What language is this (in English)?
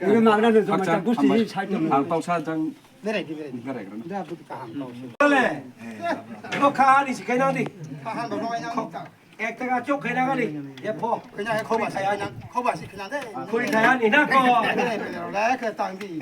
Kok Borok